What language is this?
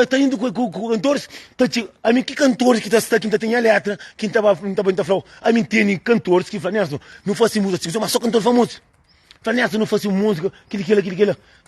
Kabuverdianu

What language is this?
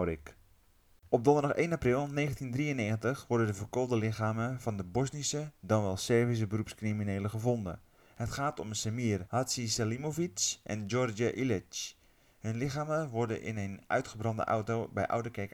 Dutch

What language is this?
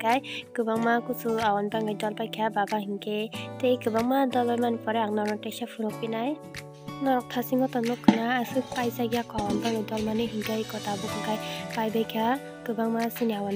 Kok Borok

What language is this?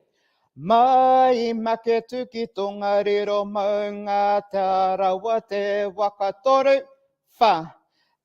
Māori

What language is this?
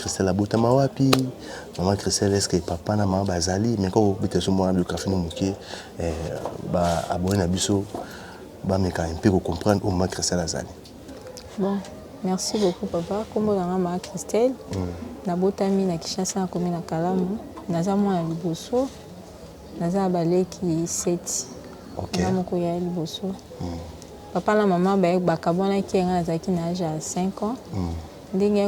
Lingala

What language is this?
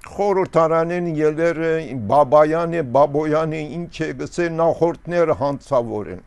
Armenian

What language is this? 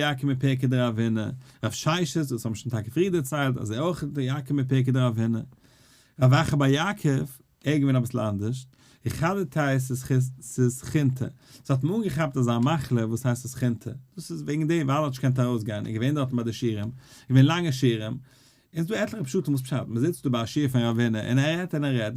Yiddish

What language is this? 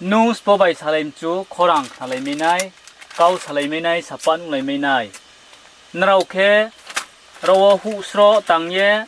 Riang (India)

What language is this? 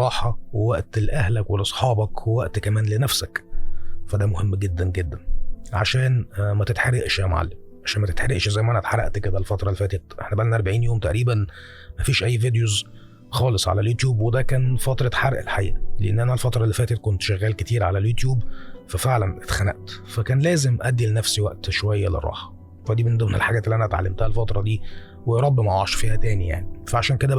Egyptian Arabic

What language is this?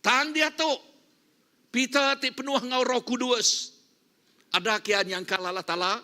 Iban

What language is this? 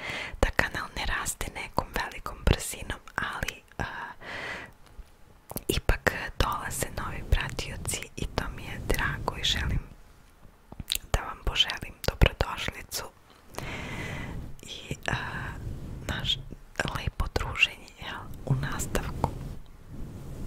Serbian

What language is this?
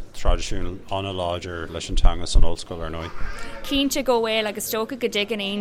Irish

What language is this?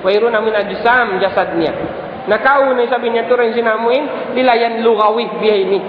Tausug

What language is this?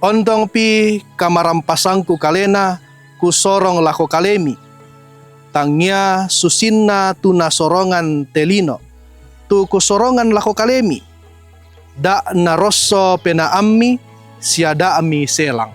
Toraja-Sa'dan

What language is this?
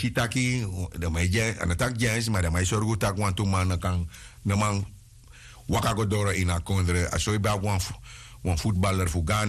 Sranan Tongo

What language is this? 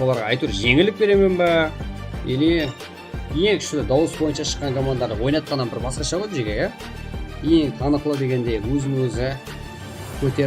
Kara-Kalpak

